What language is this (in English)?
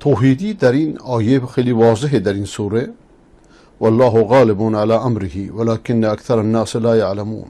Persian